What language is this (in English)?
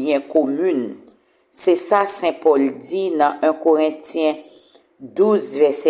Haitian Creole